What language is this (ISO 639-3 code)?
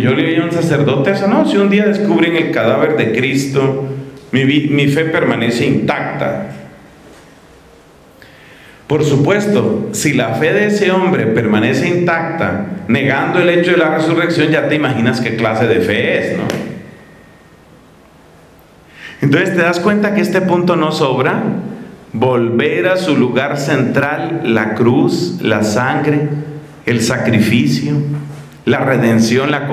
spa